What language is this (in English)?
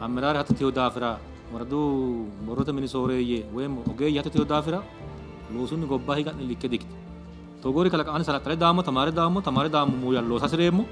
Sidamo